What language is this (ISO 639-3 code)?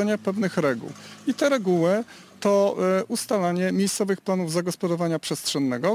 pol